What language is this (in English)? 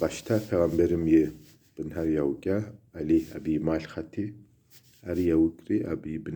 Kabardian